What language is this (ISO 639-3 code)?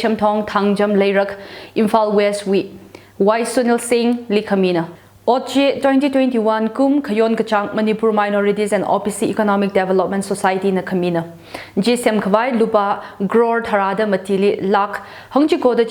nmf